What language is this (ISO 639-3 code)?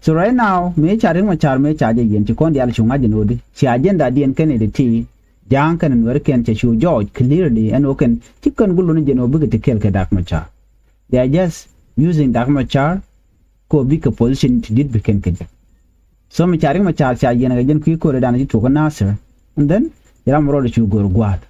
nus